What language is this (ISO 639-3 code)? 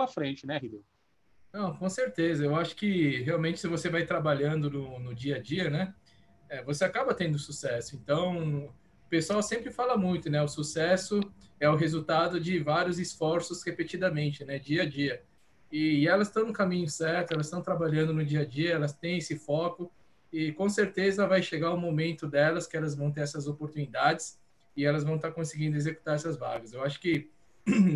por